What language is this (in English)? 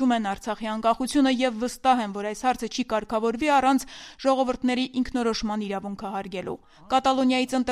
Armenian